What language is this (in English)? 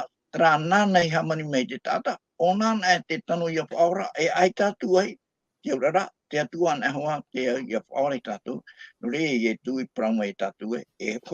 Tahitian